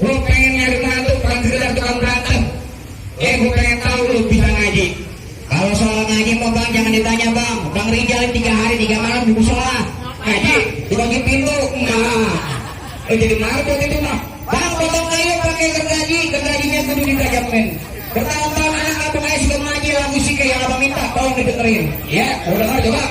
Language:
Betawi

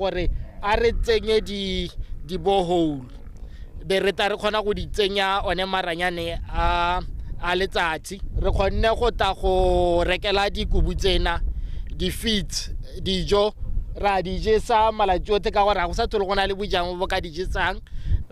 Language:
Tswana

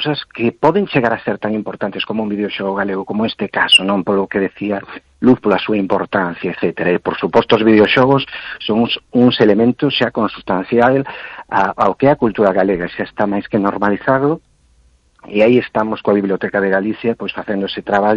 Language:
Galician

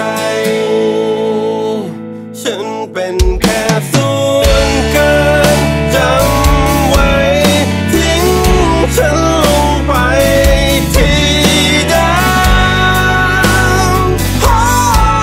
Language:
Thai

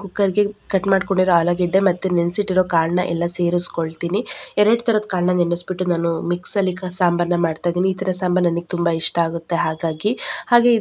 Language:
Kannada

